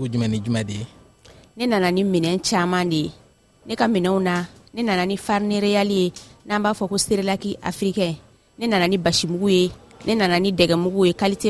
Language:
Bambara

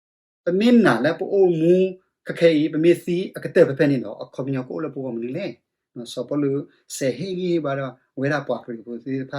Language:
S'gaw Karen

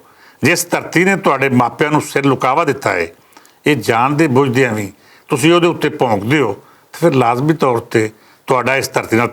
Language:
Western Panjabi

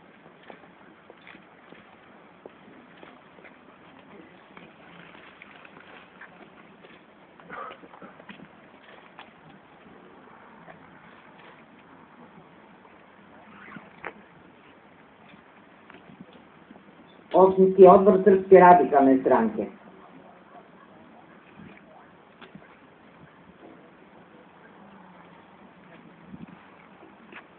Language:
Serbian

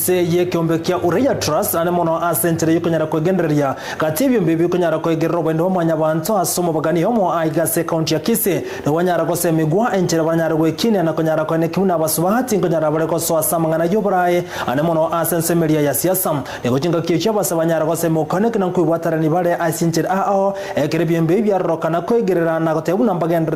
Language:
Gusii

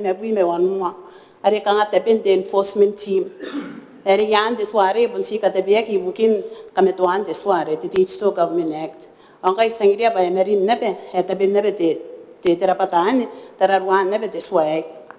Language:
Gilbertese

